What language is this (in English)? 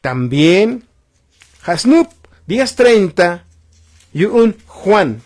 Tzotzil